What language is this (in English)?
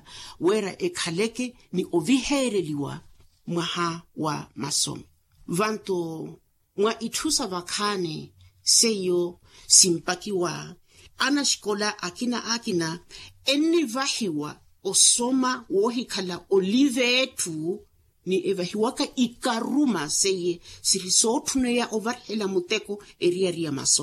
Makhuwa